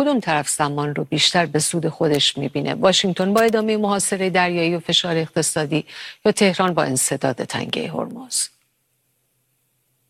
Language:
Persian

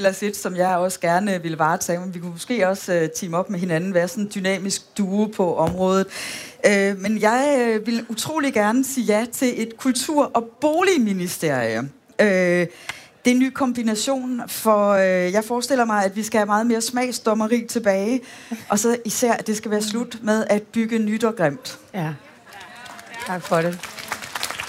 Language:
Danish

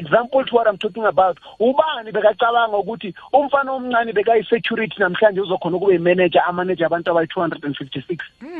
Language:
South Ndebele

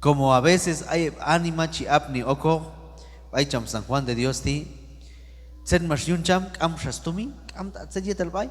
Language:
Q'anjob'al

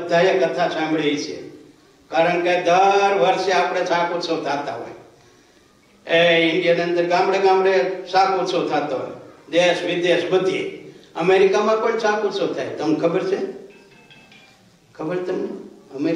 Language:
Gujarati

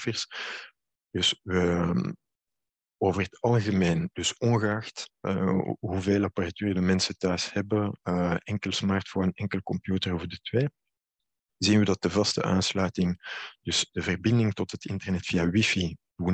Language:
Dutch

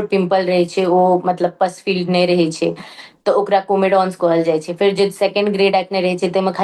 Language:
Maithili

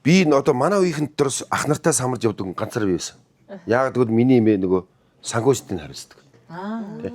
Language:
Mongolian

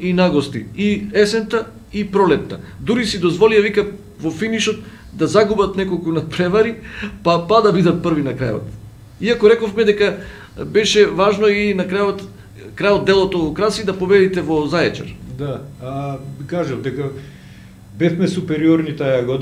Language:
Macedonian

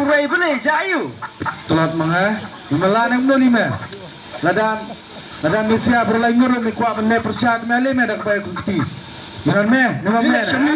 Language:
Khasi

